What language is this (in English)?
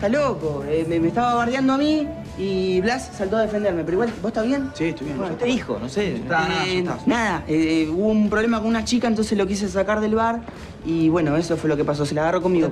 Spanish